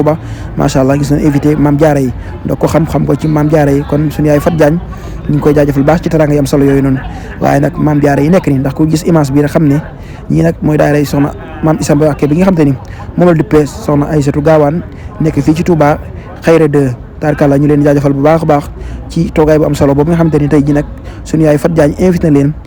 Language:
Wolof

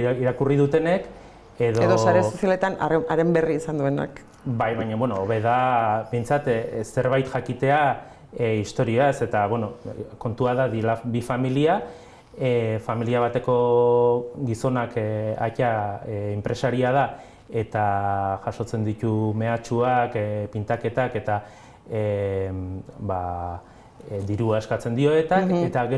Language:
Basque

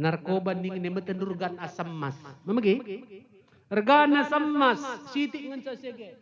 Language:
Batak Karo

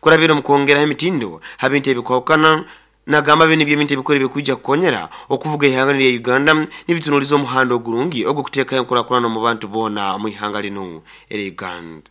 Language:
Nyoro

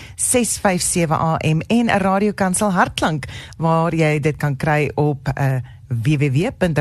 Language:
Afrikaans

